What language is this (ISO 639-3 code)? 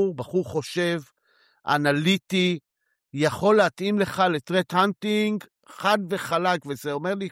heb